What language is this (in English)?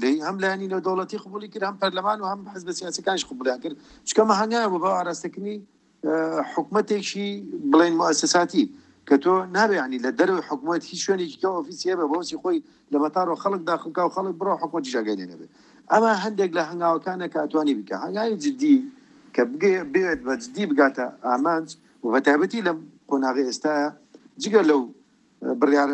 Central Kurdish